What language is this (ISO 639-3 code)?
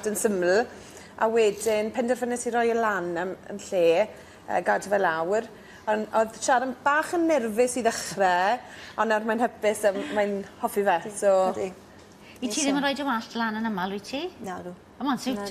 cym